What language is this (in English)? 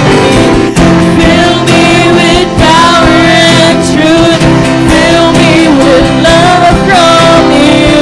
Waray